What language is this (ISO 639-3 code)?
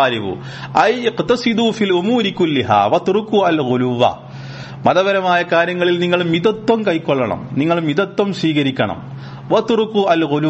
mal